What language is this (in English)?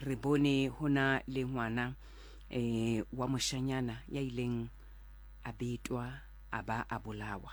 Southern Sotho